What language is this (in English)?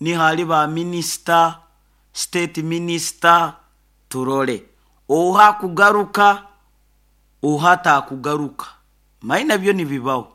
Nyoro